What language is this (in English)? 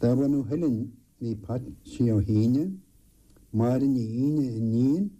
Irish